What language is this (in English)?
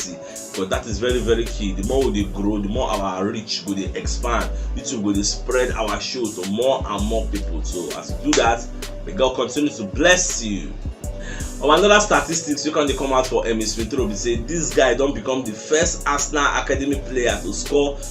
Nigerian Pidgin